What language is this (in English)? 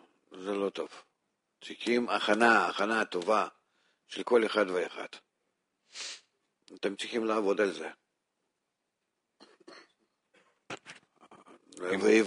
Hebrew